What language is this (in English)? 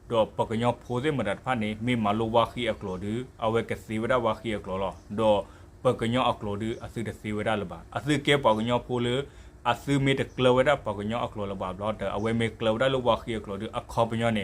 S'gaw Karen